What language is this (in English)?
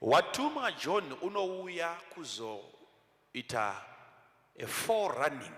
Shona